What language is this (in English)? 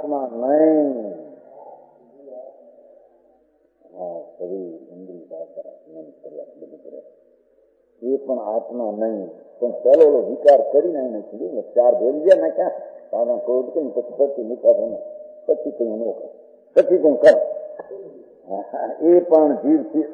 Gujarati